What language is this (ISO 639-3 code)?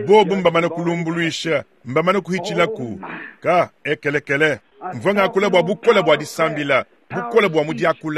lua